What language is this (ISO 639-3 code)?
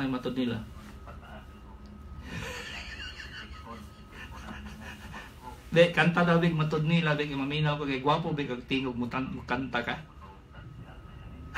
ceb